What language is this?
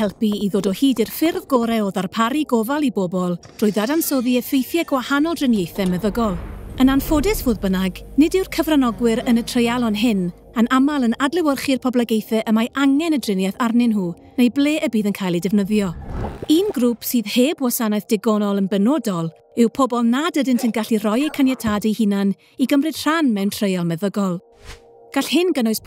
Welsh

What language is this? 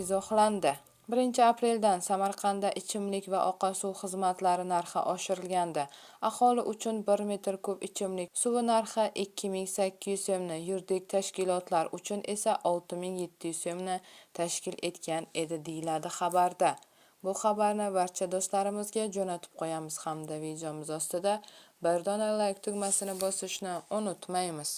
Uzbek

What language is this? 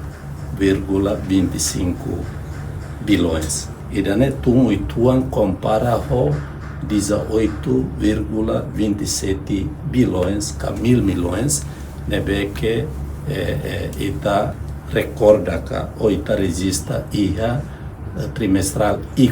Tetum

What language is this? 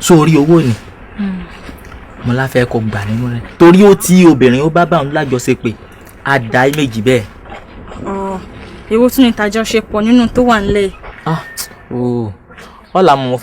Yoruba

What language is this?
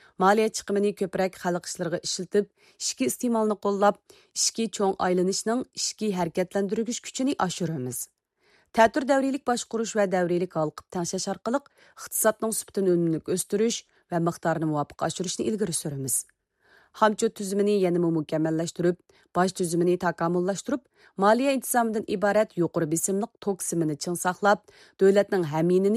Uyghur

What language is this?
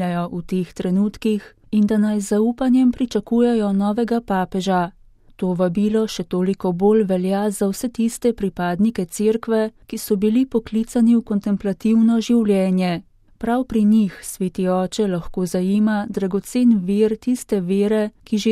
Slovenian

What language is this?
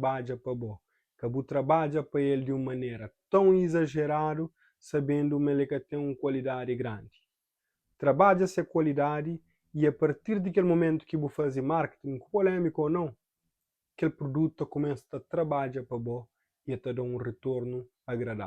Kabuverdianu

